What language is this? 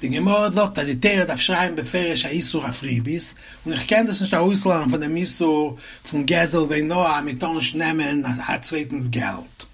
Yiddish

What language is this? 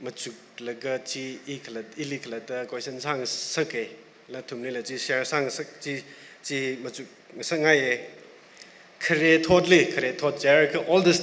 Tangkhul Naga (India)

